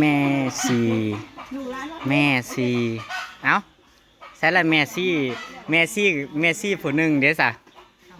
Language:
Northeastern Thai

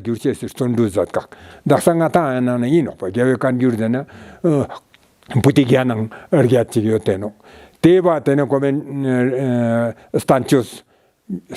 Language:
Ladakhi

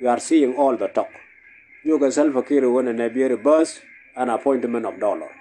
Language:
Nuer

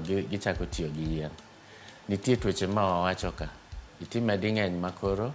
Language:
Luo (Kenya and Tanzania)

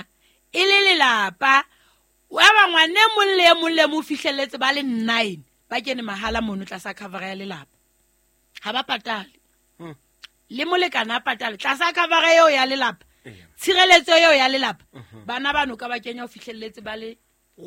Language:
Southern Sotho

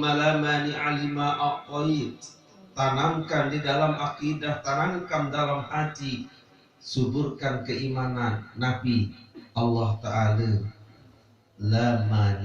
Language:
Sasak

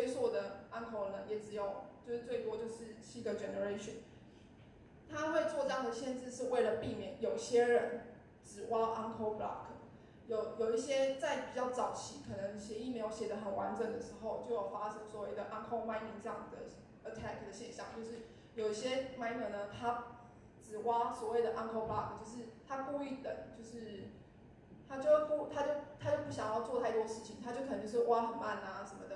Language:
Chinese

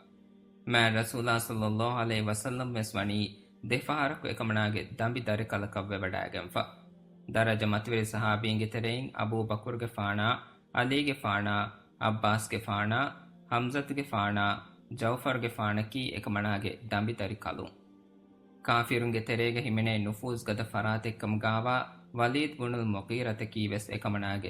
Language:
Divehi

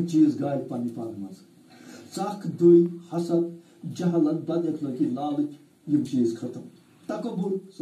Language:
Kashmiri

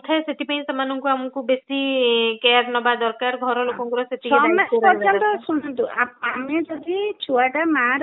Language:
Odia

